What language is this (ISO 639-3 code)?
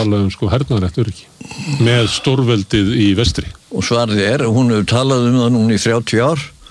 isl